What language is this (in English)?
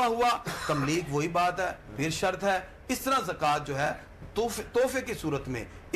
Urdu